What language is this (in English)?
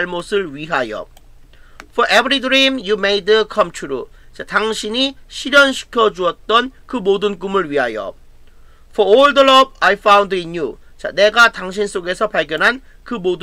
Korean